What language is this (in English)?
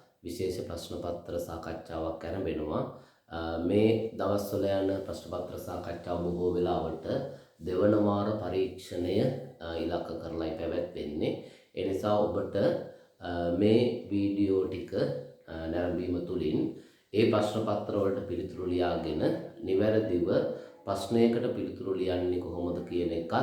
Sinhala